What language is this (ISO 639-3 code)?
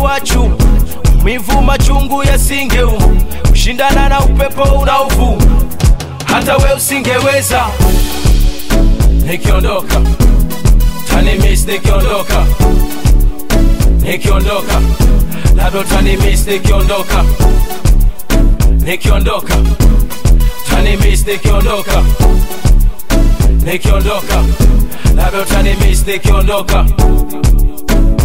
swa